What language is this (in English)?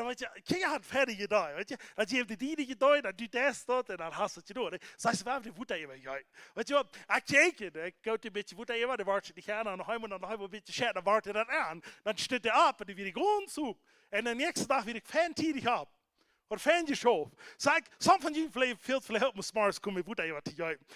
Plautdietsch